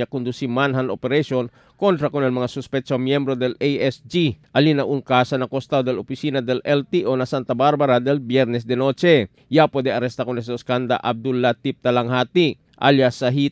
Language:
Chavacano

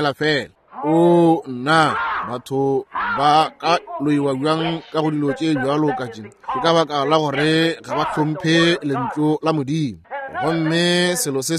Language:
Northern Sotho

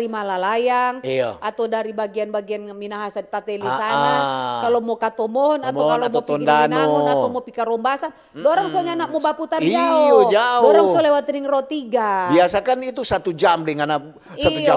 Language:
Manado Malay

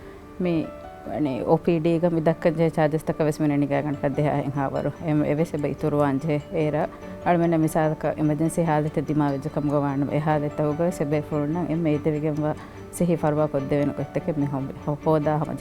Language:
Divehi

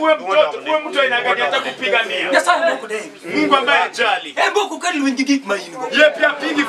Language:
Luo (Kenya and Tanzania)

